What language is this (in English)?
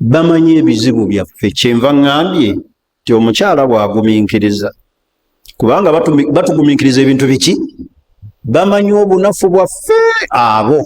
Ganda